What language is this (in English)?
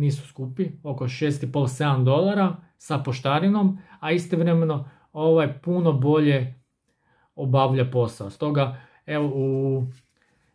Croatian